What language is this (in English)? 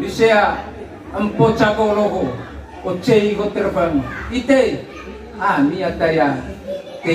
Manggarai